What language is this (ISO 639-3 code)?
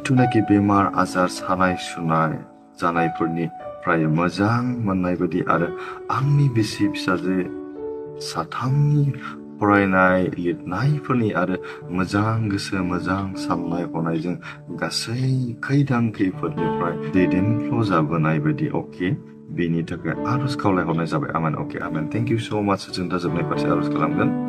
brx